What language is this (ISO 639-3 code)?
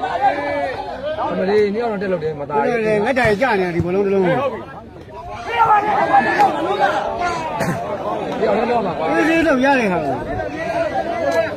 mya